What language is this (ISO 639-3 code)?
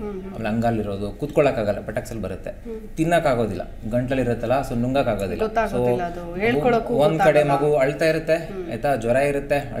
kan